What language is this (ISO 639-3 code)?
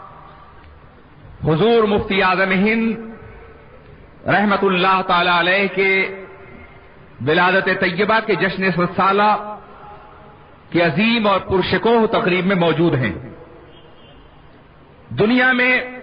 urd